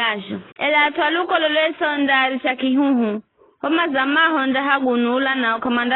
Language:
Giryama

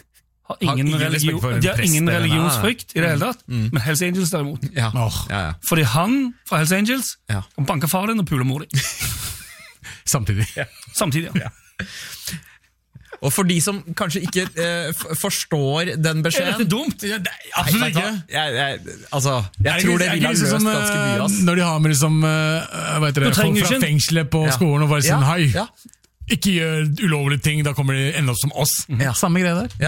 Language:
Norwegian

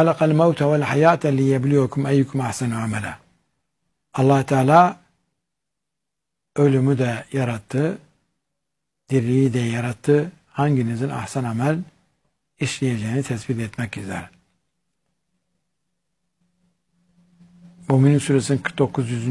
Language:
Turkish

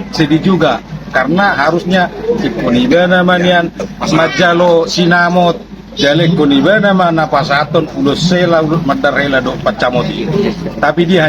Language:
Batak Toba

